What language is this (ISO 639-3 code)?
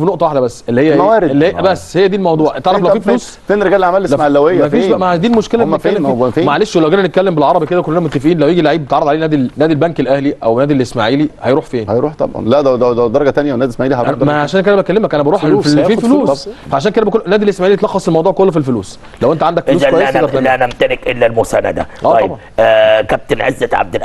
arz